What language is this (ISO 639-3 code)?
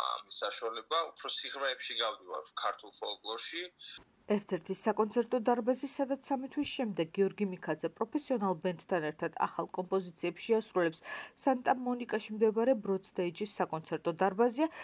kat